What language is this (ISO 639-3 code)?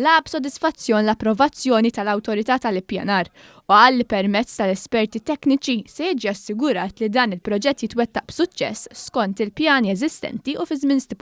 mlt